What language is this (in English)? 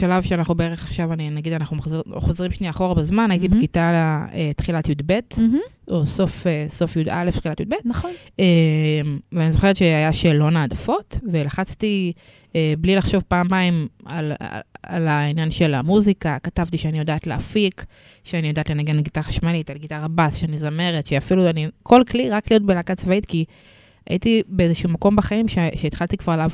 Hebrew